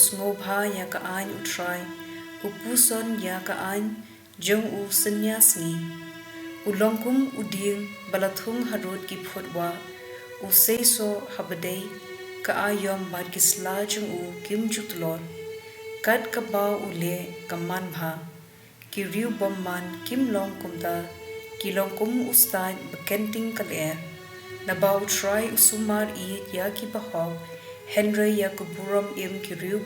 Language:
Khasi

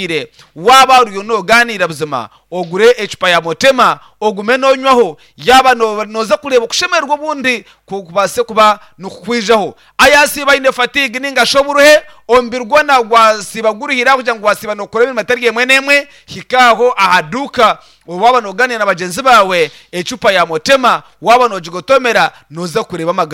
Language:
Nyankole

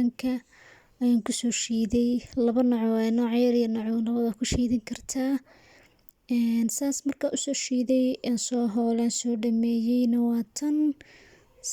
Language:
Somali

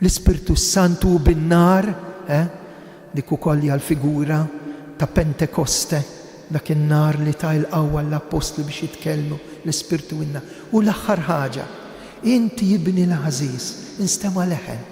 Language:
Maltese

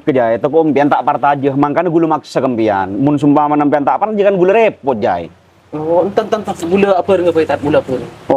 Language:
Madurese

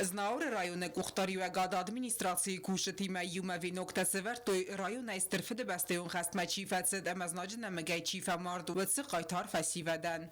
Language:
Ossetic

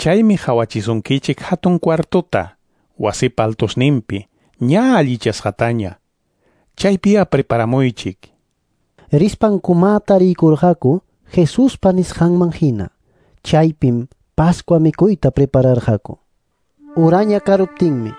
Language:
Ayacucho Quechua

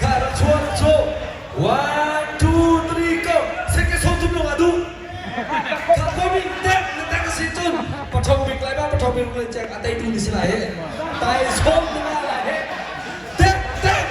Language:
Hakha Chin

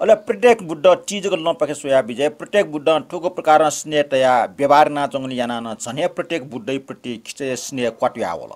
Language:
Newari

